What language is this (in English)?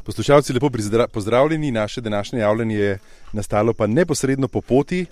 Slovenian